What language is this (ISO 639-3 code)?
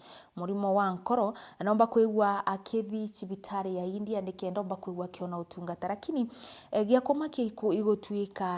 mer